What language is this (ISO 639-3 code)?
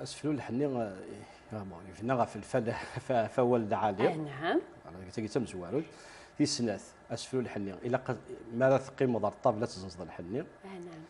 kab